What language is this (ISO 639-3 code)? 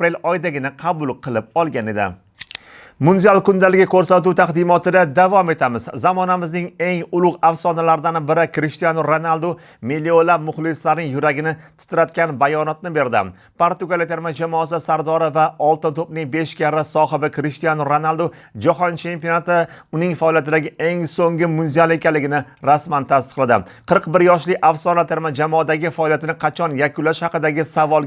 uzb